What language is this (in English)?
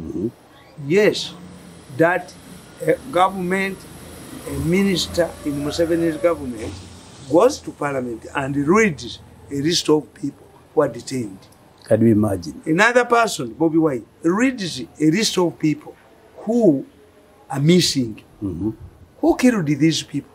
English